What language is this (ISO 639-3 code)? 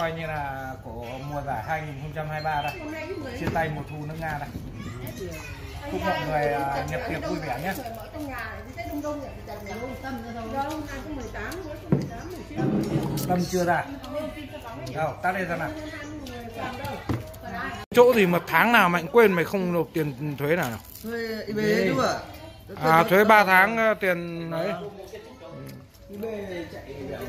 vie